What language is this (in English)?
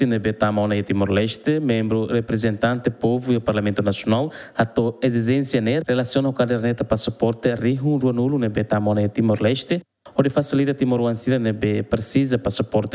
Tetum